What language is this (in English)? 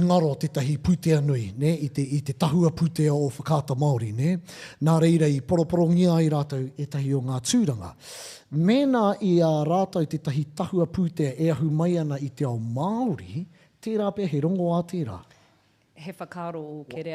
Māori